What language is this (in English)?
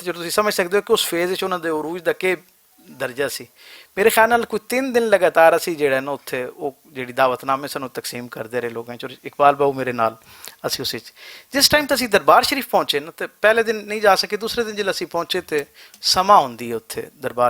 Western Panjabi